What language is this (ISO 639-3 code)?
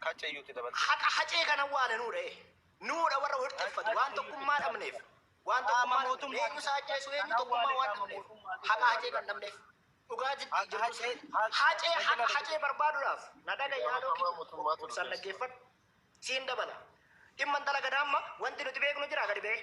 orm